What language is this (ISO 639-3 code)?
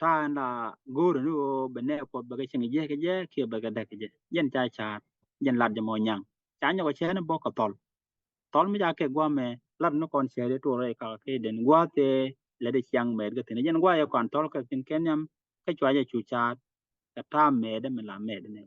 nus